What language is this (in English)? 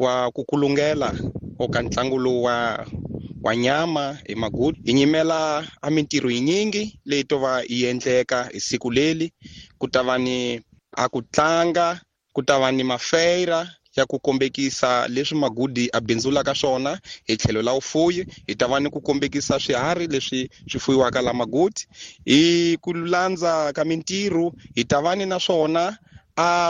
Tsonga